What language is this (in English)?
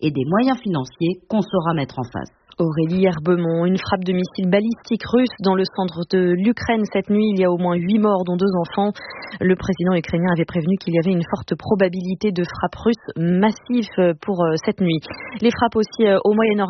French